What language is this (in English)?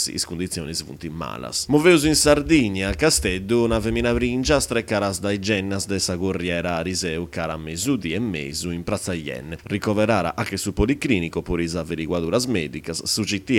Sardinian